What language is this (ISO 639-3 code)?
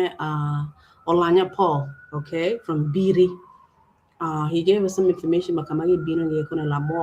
ach